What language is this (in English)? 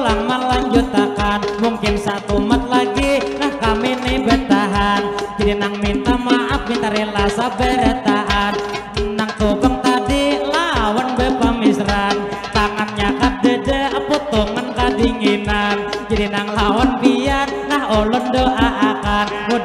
Banjar